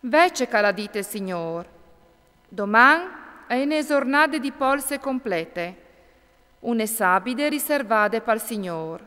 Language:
Friulian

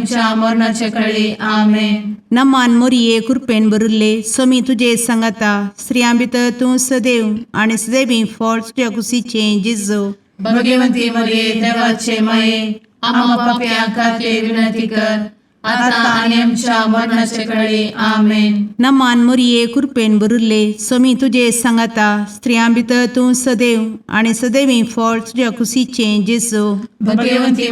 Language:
Konkani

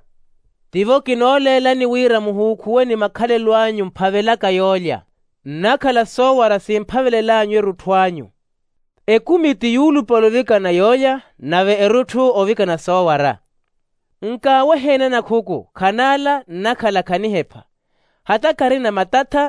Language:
Makhuwa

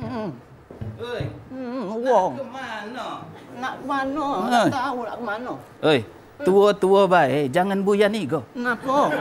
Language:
Musi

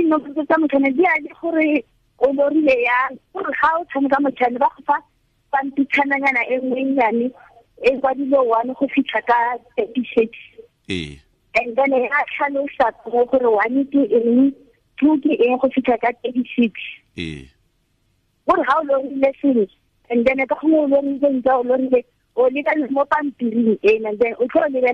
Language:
Tswana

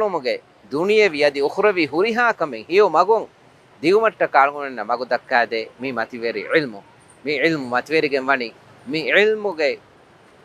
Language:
Divehi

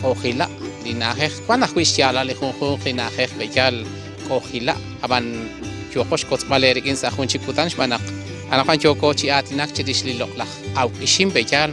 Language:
Kekchí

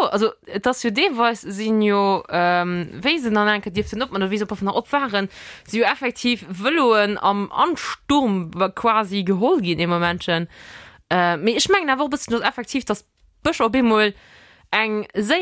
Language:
Luxembourgish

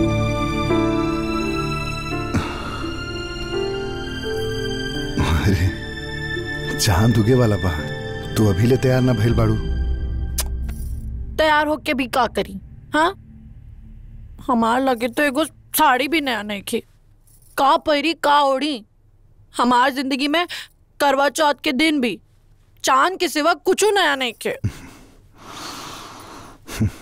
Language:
Bhojpuri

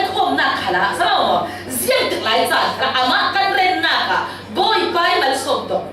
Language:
Falam Chin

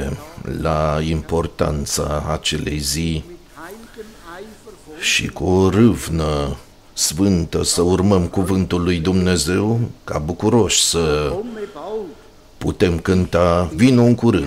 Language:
Romanian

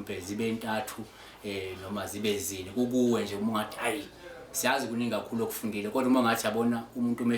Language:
Zulu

